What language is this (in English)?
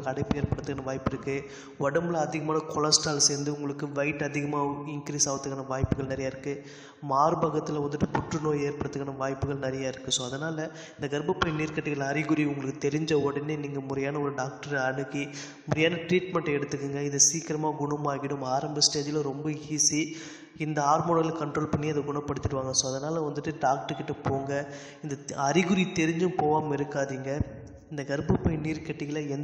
Tamil